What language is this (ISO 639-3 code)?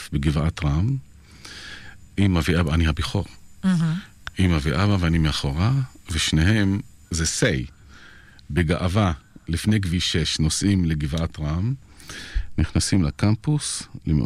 heb